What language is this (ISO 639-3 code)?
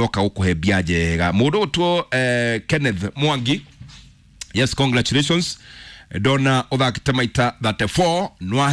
kik